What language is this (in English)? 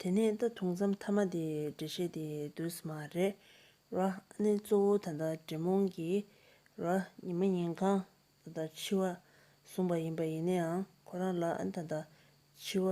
Tibetan